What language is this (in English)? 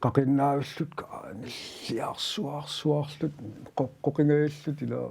Kalaallisut